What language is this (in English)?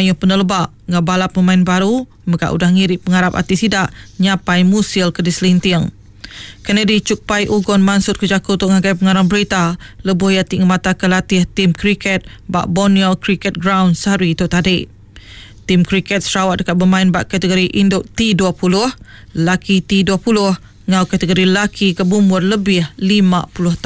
Iban